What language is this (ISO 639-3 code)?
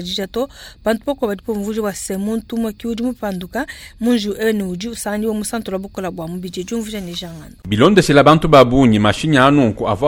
lua